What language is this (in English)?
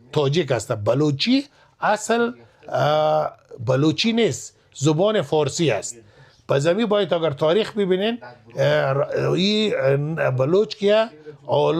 Persian